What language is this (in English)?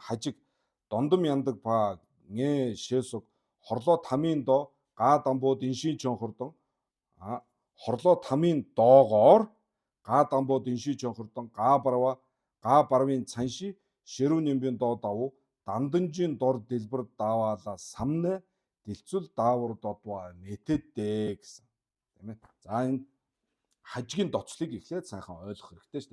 Mongolian